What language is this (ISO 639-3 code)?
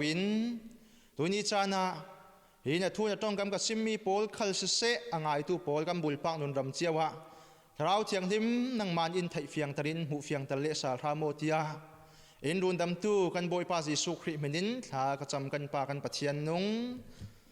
cfm